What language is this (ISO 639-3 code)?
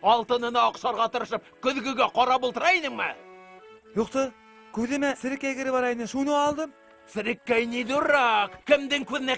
bak